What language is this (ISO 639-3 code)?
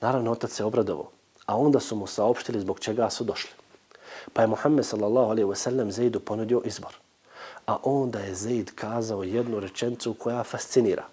bos